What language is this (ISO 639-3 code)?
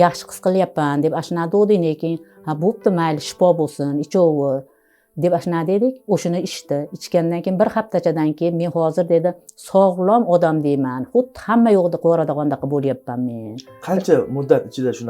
uzb